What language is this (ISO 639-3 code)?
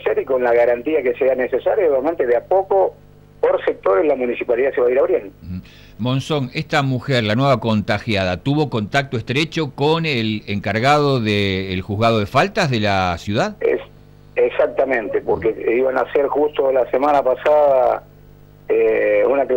spa